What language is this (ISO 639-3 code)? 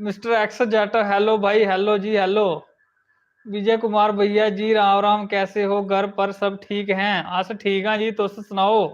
doi